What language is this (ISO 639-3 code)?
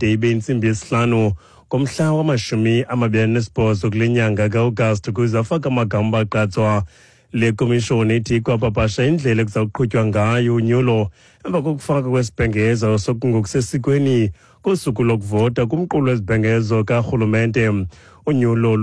xho